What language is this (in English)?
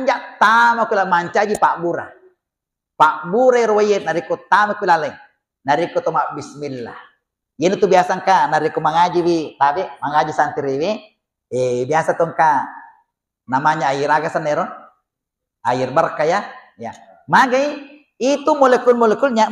Buginese